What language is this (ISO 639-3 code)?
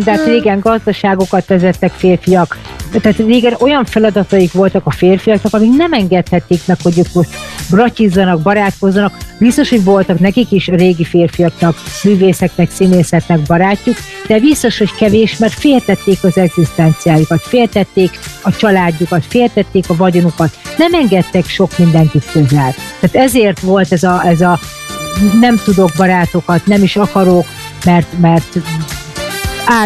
hun